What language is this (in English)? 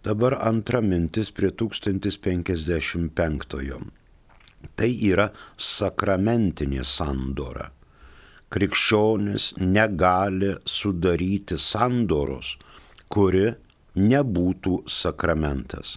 Lithuanian